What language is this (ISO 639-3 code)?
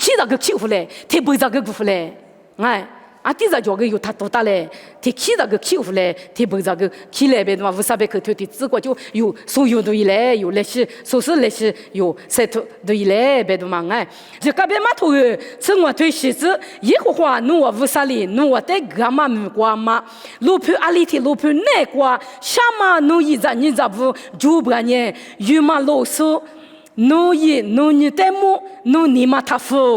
lis